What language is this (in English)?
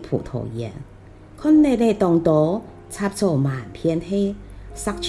Hakka Chinese